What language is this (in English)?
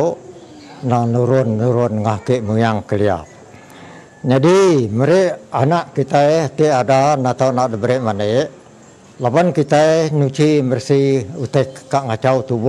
Iban